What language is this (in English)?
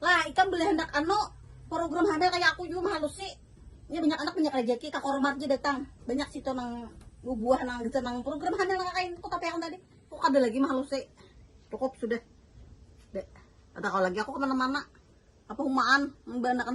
Banjar